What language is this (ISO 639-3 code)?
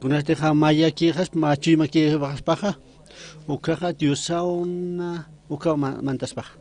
aym